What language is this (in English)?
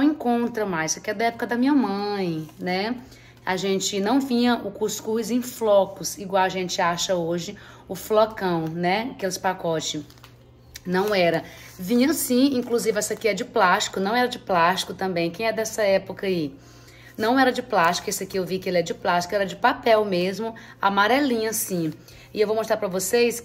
Portuguese